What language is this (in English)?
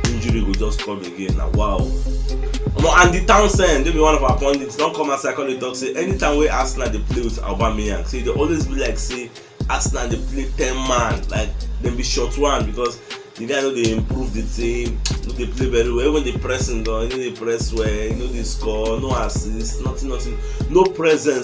Nigerian Pidgin